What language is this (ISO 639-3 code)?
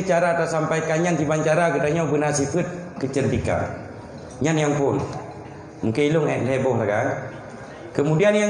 ace